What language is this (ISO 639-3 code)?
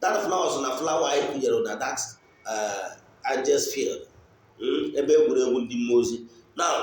ibo